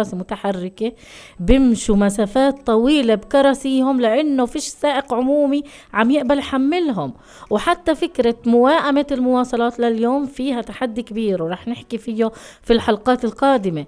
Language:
North Levantine Arabic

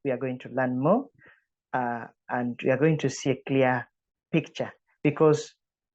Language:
English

